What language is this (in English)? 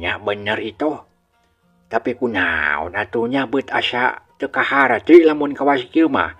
Sundanese